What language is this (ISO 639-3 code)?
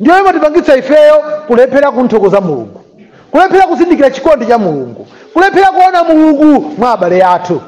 nya